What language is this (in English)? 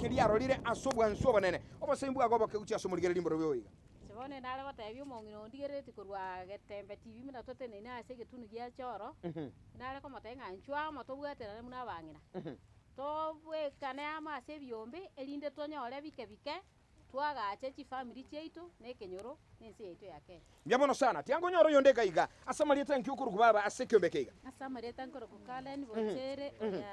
Gusii